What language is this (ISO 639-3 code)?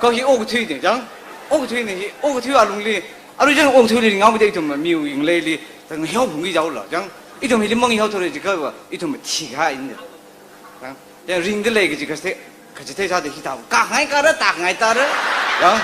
nmf